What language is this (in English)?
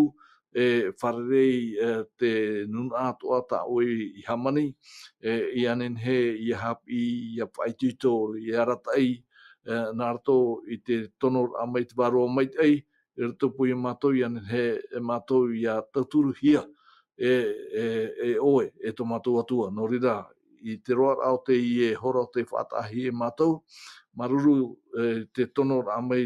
Tahitian